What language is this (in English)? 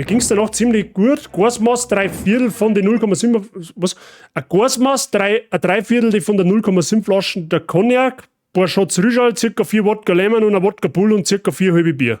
Bavarian